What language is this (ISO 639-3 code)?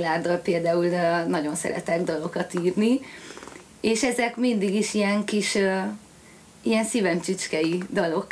hun